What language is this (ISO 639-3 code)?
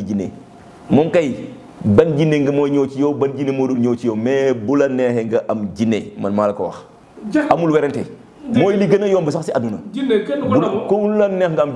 wol